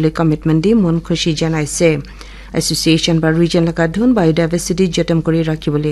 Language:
Naga Pidgin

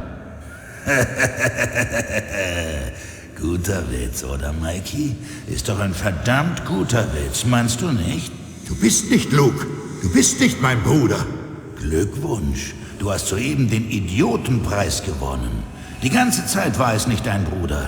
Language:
Bavarian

